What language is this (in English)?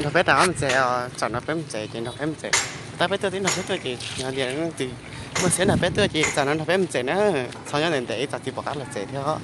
Hmong